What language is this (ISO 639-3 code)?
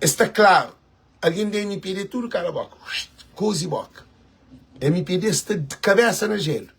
kea